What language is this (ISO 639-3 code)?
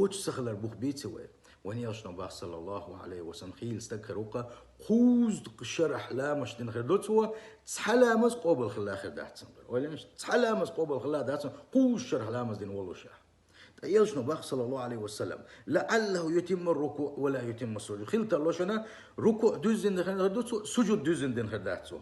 che